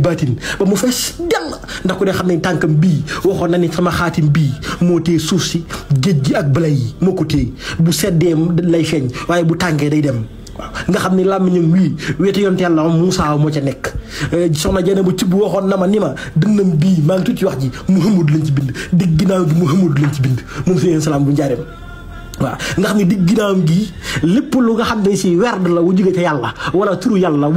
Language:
Wolof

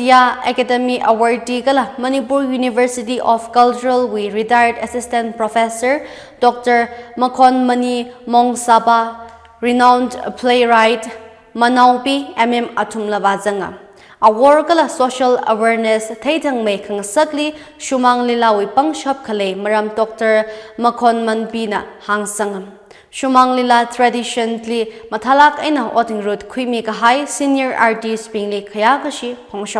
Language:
Tangkhul Naga (India)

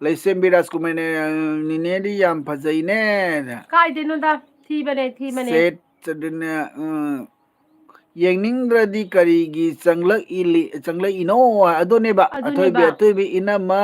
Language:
Manipuri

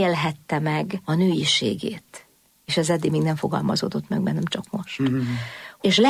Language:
Hungarian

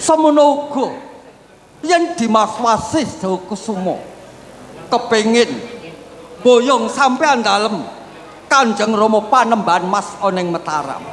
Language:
Javanese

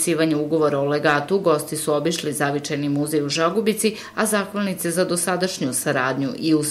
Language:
Serbian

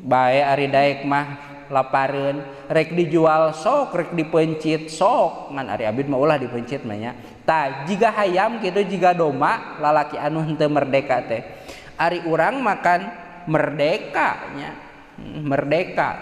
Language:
Sundanese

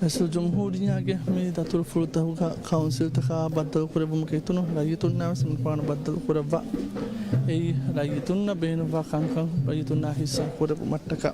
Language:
Divehi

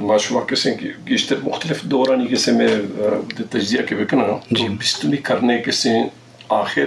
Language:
Eastern Balochi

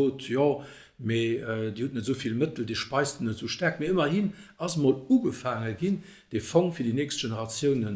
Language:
Luxembourgish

